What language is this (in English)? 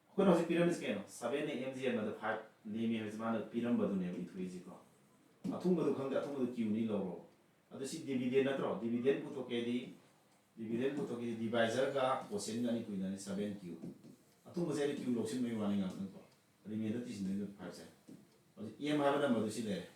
Manipuri